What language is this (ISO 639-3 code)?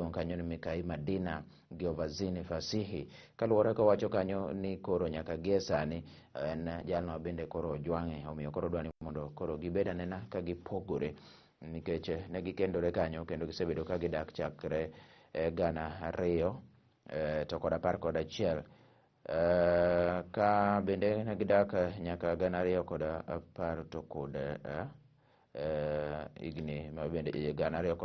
luo